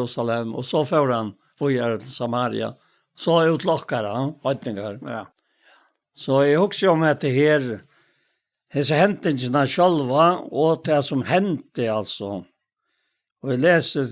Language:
Faroese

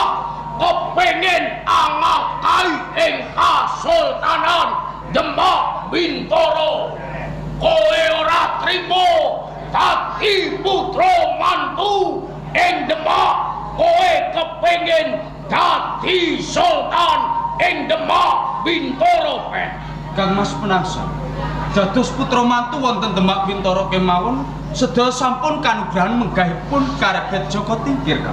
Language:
Javanese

